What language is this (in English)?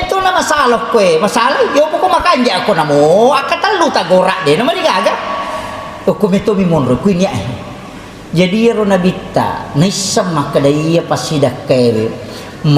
Buginese